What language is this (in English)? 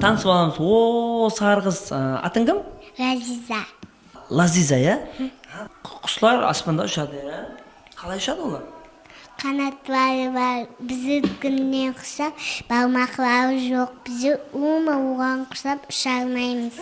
Kara-Kalpak